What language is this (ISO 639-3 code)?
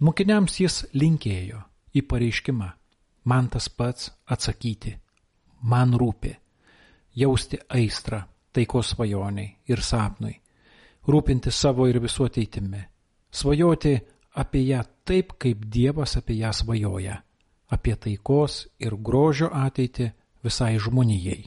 lit